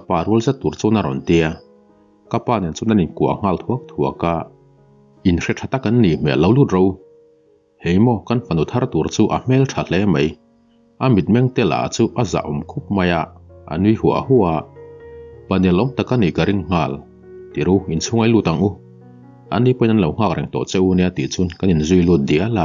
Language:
Mizo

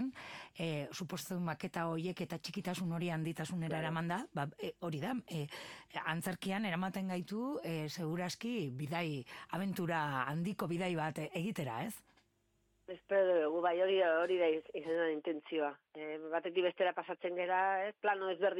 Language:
Basque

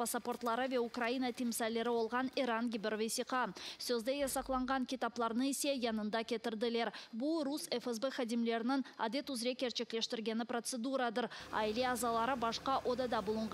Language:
Crimean Tatar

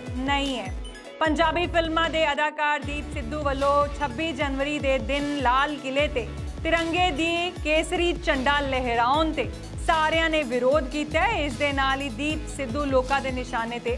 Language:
Punjabi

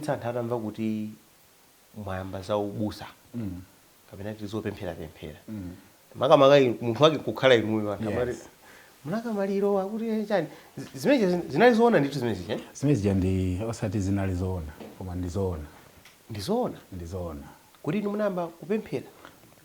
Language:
Nyanja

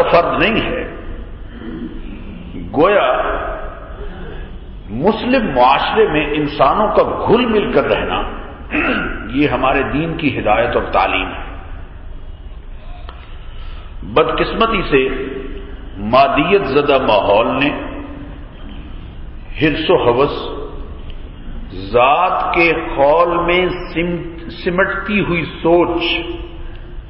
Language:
Urdu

